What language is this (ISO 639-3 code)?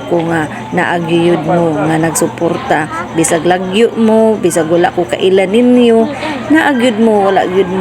ceb